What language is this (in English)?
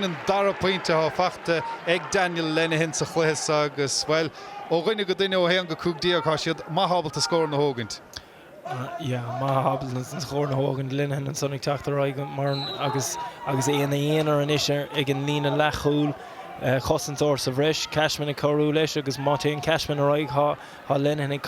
Irish